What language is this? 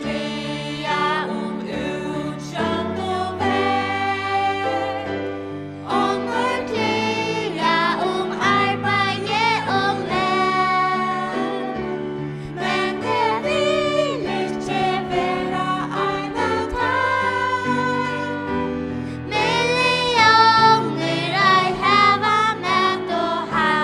Faroese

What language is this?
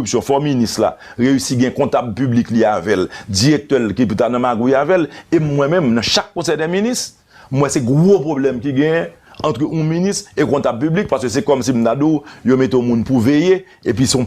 Haitian Creole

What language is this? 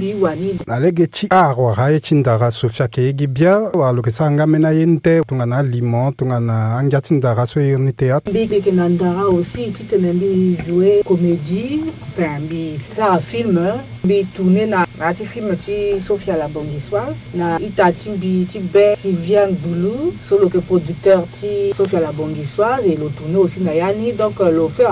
Sango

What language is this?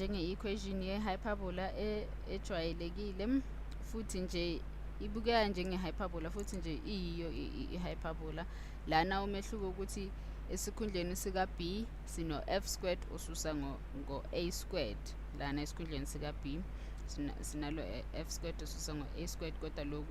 Zulu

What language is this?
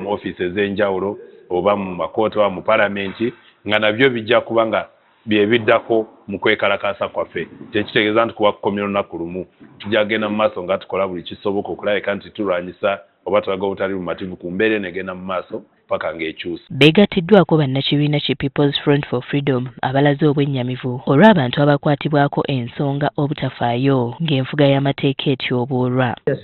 Ganda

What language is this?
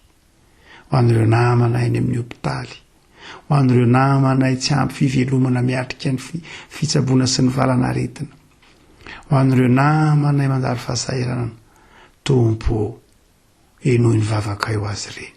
Malagasy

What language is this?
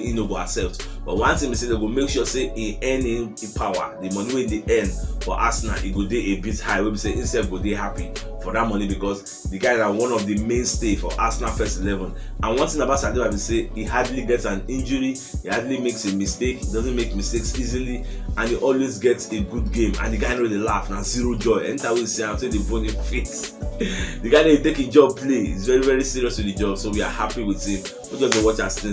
Nigerian Pidgin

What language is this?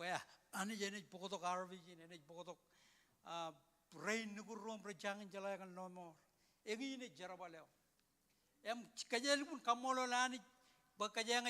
Marshallese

